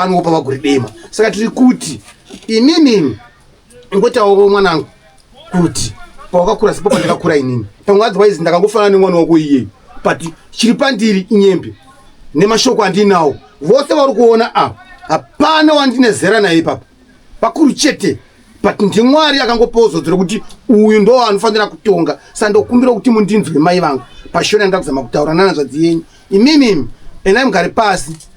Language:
Shona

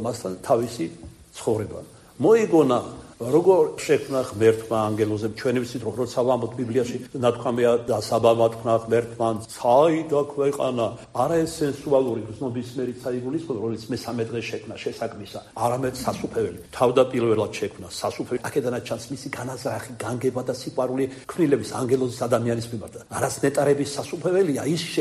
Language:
Georgian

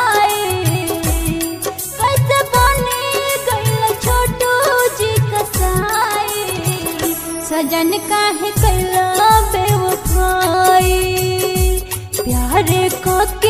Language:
Bhojpuri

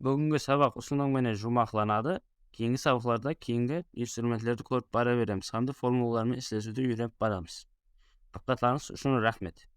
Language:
Kara-Kalpak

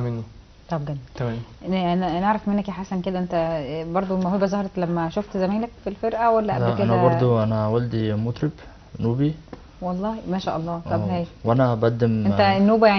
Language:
Egyptian Arabic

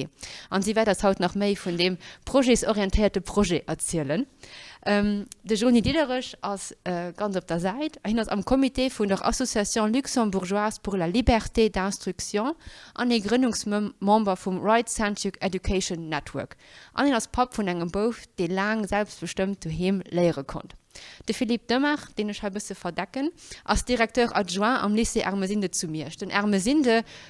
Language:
Luxembourgish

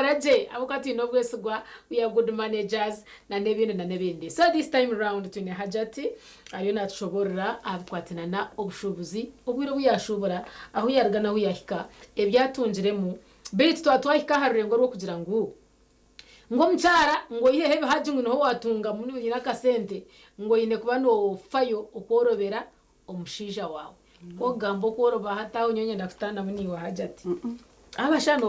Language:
Nyankole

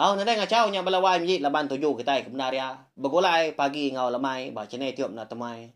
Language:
Iban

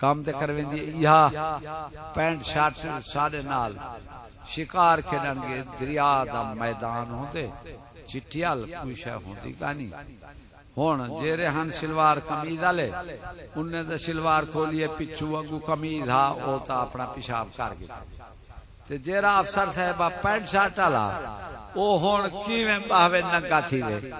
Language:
Saraiki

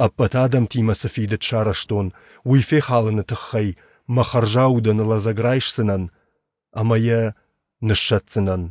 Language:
Ossetic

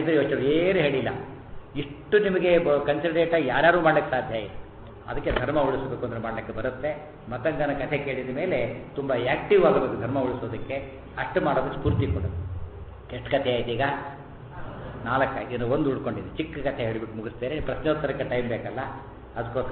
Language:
Kannada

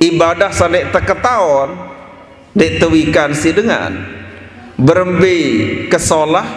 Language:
Sasak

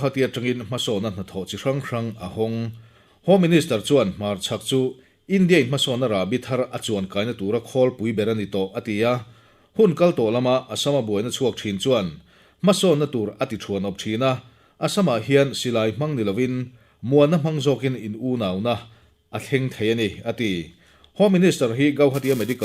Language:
Mizo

